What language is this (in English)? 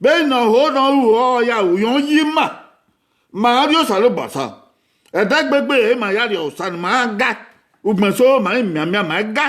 Bini